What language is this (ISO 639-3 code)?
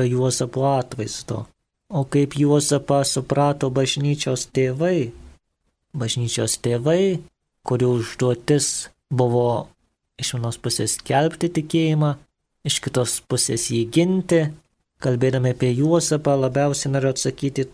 lit